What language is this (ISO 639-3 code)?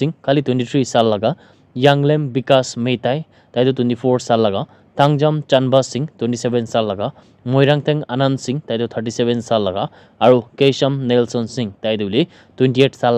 nag